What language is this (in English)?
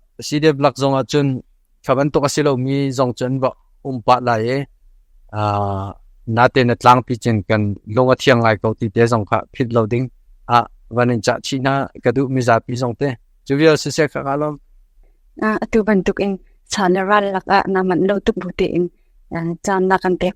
Hakha Chin